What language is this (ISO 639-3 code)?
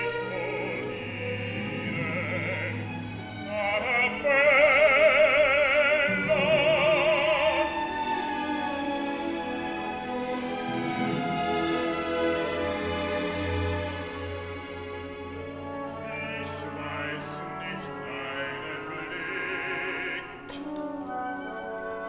deu